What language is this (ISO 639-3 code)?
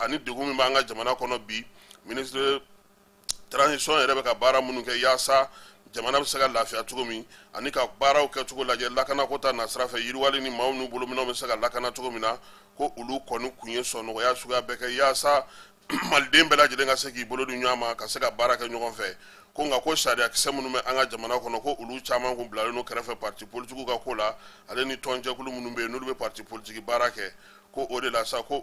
bam